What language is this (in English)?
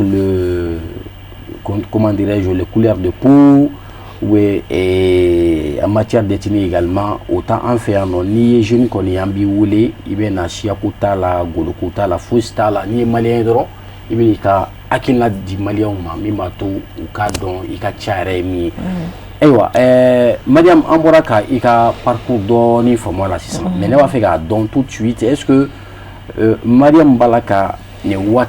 Bambara